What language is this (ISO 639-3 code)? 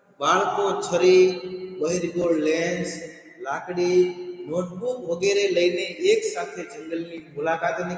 guj